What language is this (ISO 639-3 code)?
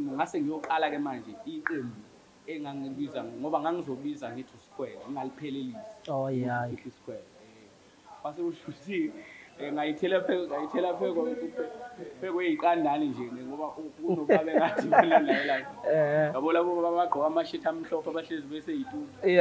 zul